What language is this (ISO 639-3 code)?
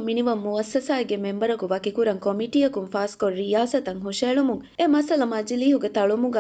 div